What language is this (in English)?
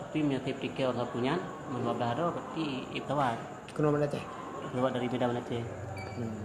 Achinese